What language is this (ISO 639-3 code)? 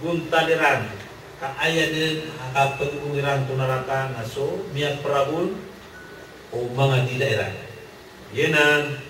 mrw